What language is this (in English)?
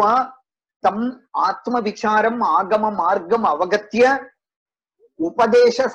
Sanskrit